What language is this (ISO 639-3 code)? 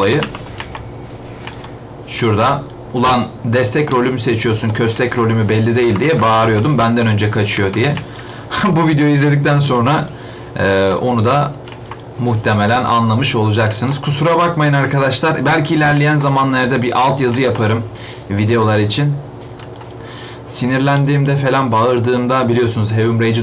tur